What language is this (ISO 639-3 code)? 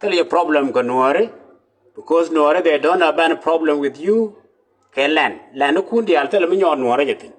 nus